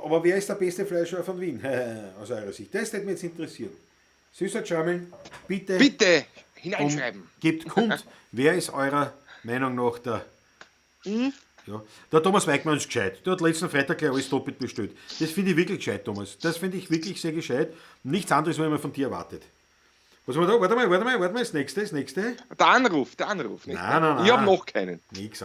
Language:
Bavarian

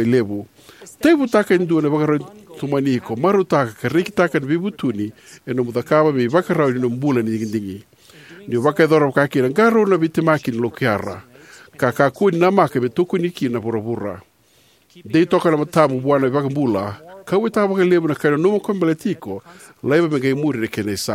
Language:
Fijian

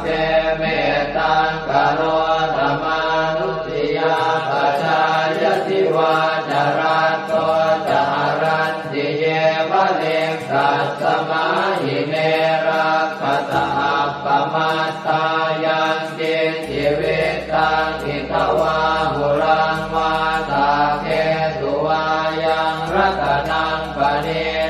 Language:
Pali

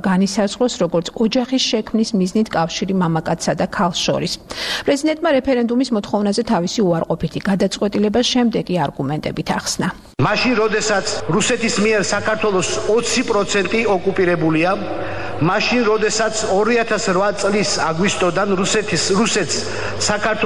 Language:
Georgian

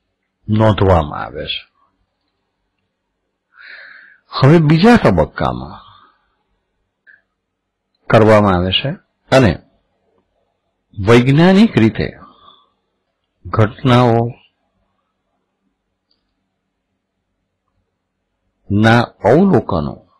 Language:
Gujarati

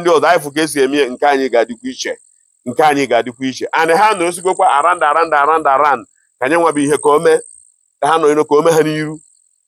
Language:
Igbo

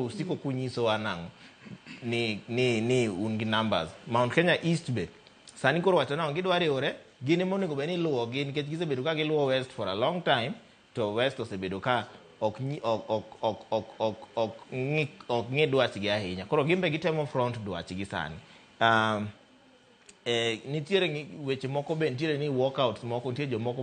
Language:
Luo (Kenya and Tanzania)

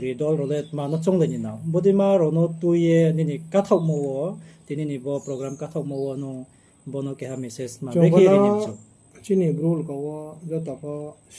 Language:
Riang (India)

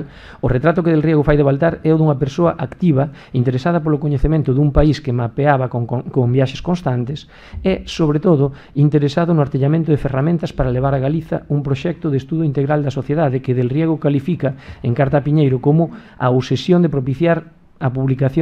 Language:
Galician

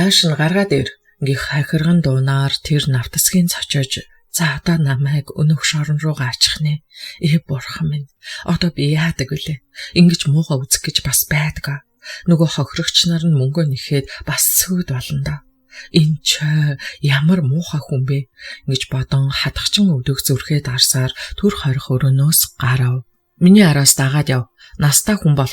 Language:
Mongolian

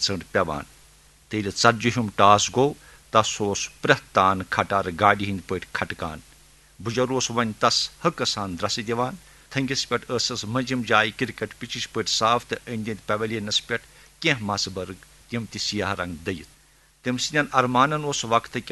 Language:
Kashmiri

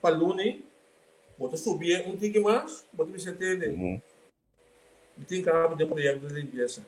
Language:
Papiamento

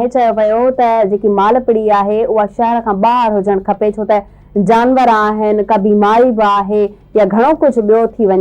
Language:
Sindhi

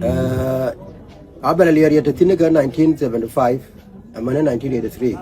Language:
Nuer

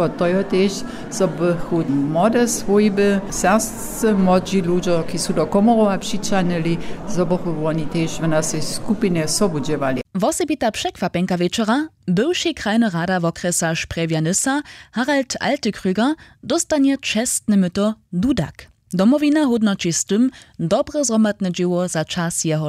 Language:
Upper Sorbian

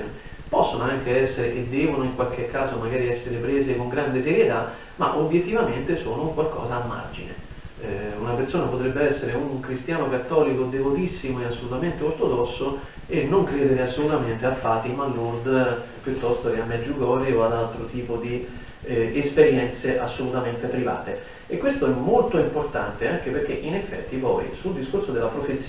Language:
Italian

